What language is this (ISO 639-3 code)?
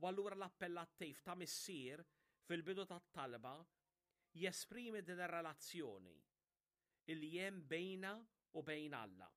mlt